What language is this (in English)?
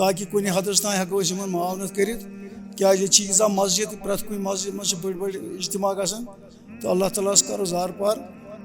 Kashmiri